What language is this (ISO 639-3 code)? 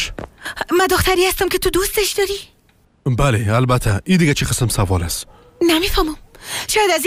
fas